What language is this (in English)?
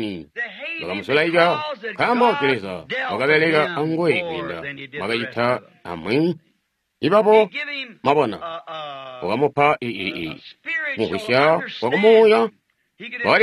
Tonga (Zambia)